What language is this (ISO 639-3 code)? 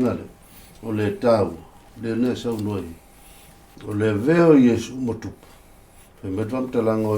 smo